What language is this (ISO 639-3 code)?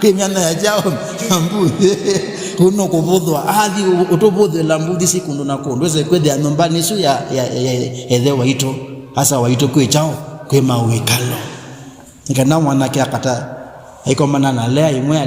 kam